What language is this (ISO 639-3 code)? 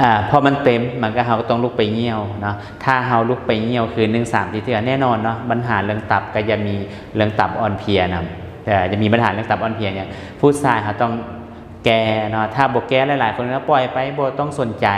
lao